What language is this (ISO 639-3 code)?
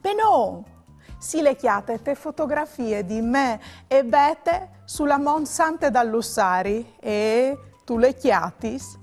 fur